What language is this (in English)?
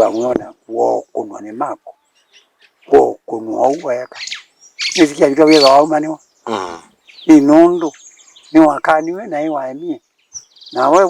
Kamba